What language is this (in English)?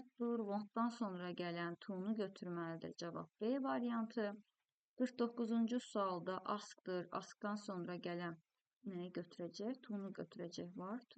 Azerbaijani